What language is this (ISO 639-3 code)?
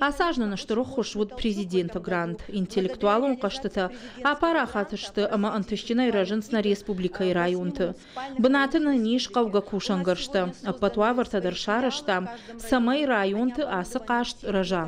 oss